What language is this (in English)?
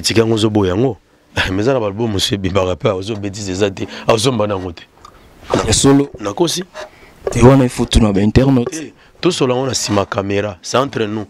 Lingala